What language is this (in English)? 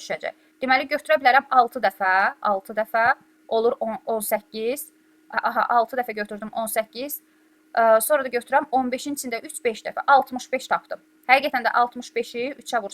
Azerbaijani